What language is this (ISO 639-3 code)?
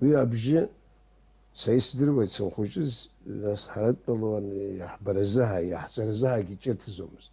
abk